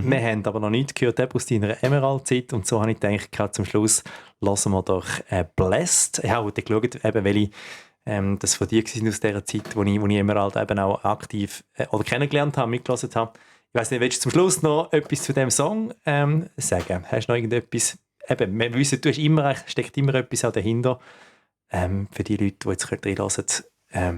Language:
Swiss German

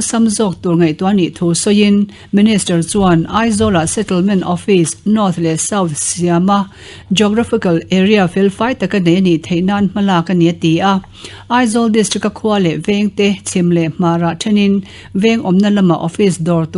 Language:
Mizo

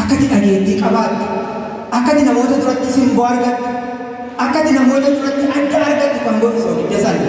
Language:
Oromo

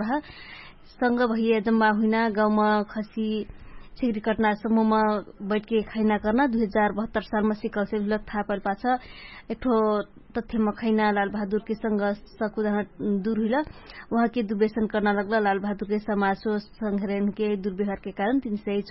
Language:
Dangaura Tharu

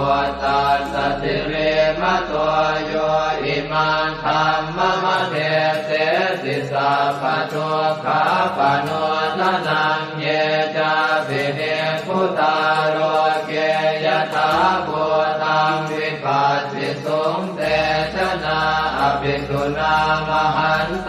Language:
Pali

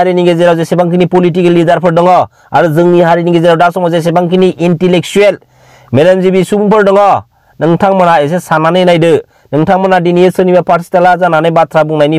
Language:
Bodo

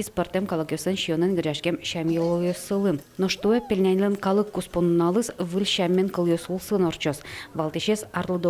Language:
Udmurt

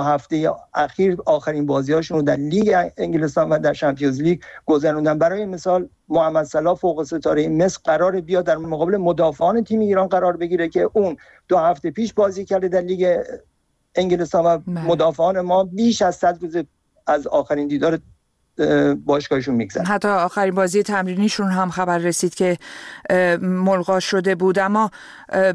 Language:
Persian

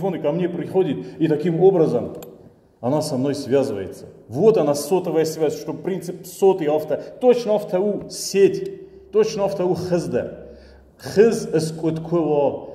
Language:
Ossetic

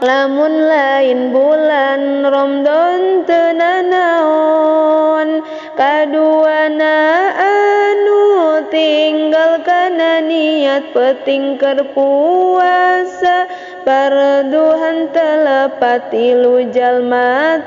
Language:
Sundanese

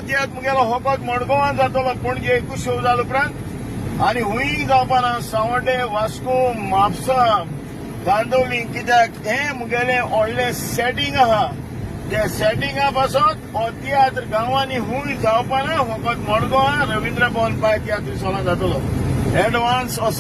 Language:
Konkani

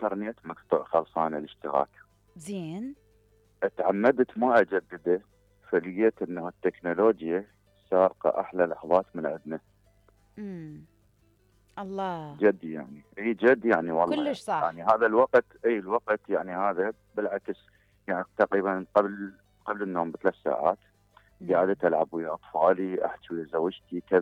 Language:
Mesopotamian Arabic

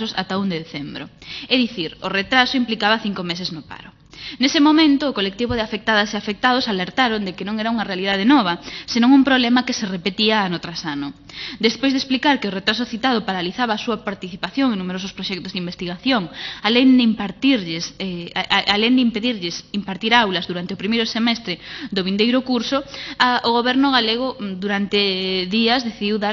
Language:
Galician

